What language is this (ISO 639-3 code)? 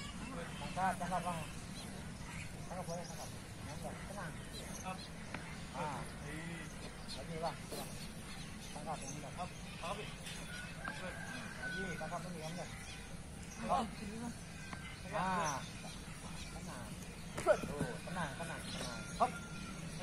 ind